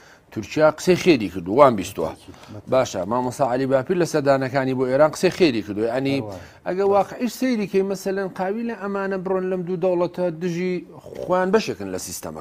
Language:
Central Kurdish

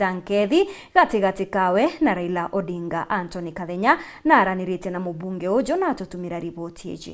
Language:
Meru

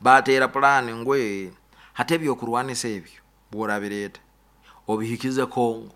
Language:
Nyoro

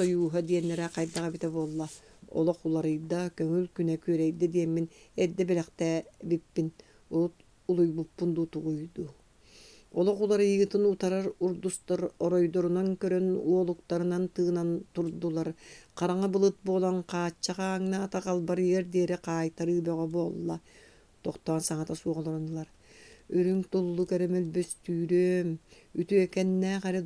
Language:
Yakut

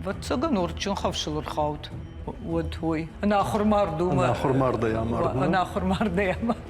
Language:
Ossetic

